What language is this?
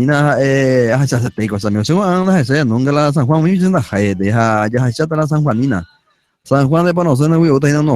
Guarani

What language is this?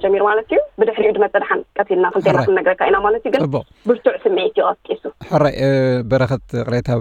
Tigrinya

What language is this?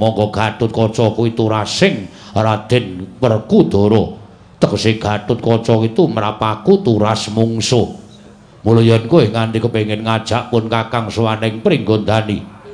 Javanese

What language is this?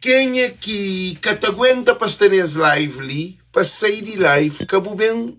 Kabuverdianu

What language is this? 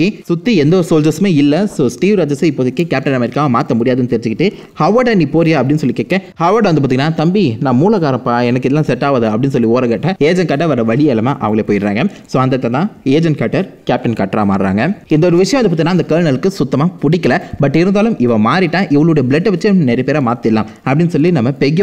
Tamil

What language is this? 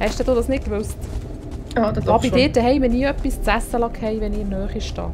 Swiss German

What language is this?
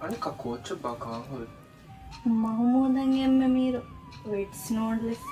Divehi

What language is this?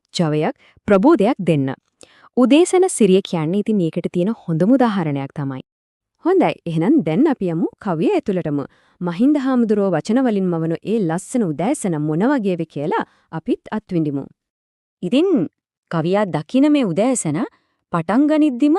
Sinhala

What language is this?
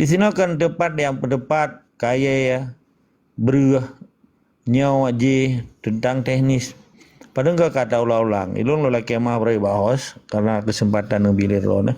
Achinese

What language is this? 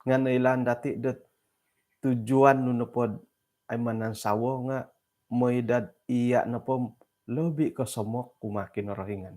Central Dusun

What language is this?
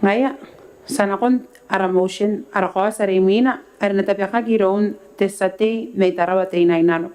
Gilbertese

